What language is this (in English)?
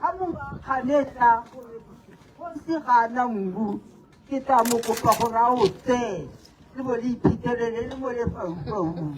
Tswana